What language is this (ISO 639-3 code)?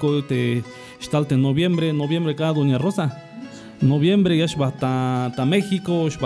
tzh